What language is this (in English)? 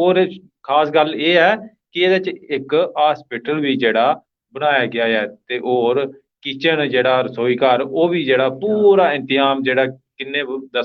Dogri